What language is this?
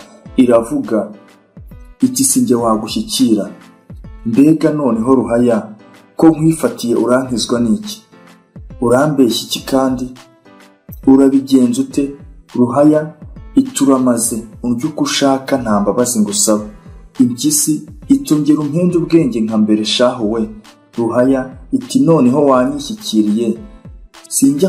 Kinyarwanda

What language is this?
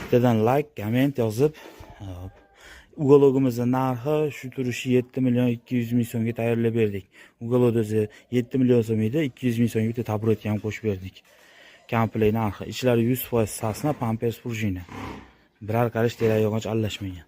Uzbek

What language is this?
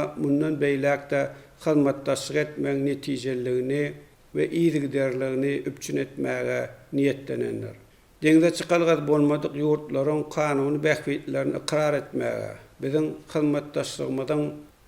Turkmen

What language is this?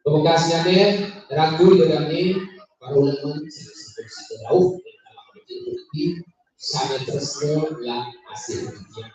Balinese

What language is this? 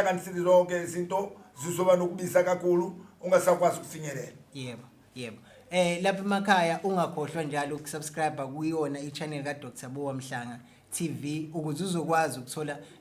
Zulu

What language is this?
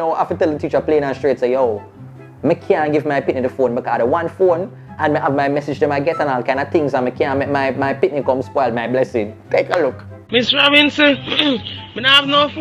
Jamaican Creole English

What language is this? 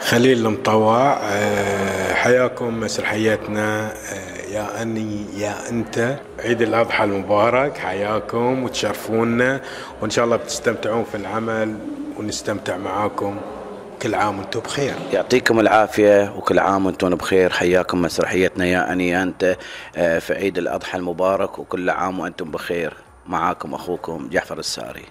Gulf Arabic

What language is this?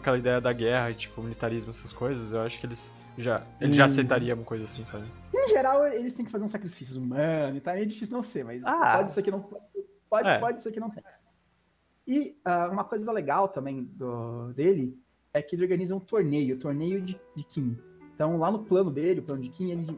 Portuguese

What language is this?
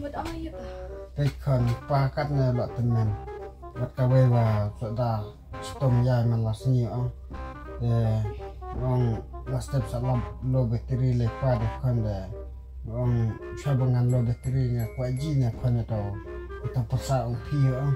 Khasi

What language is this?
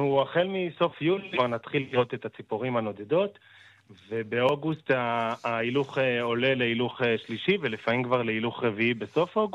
Hebrew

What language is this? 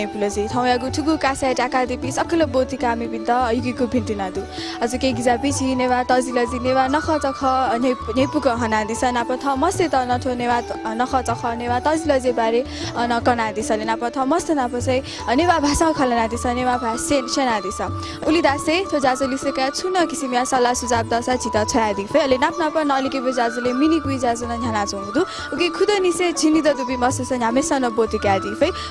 Newari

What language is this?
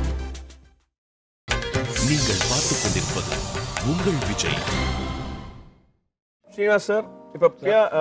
Tamil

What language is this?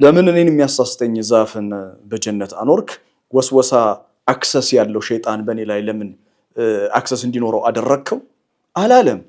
Amharic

